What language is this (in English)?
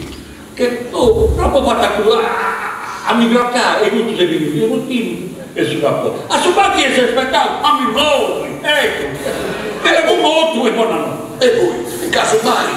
Sardinian